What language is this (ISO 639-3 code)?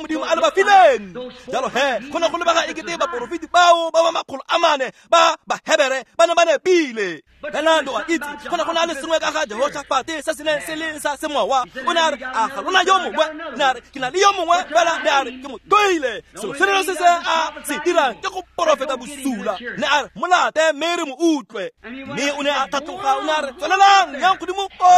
tsn